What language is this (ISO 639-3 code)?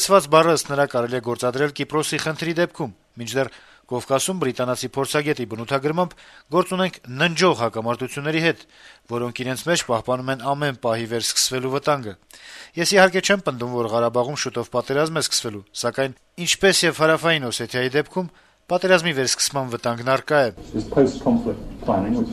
hye